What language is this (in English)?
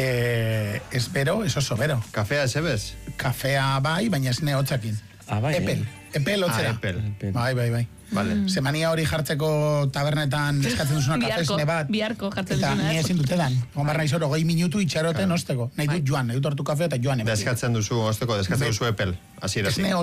Basque